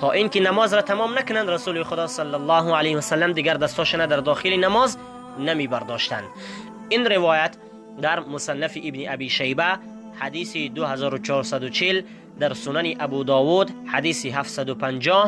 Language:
Tajik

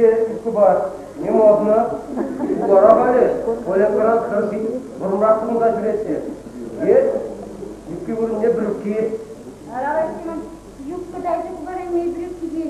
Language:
Chuvash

